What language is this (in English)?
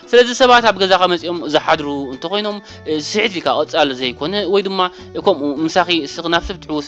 Tigrinya